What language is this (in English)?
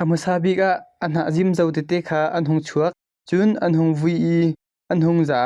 Hakha Chin